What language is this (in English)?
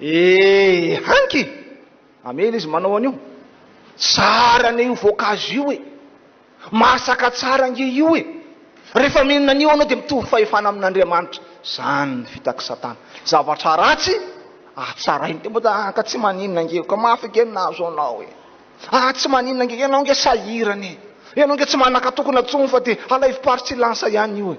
Malagasy